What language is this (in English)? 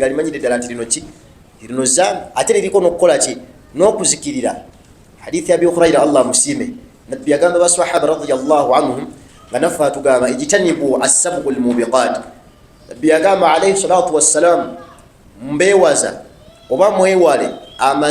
Ganda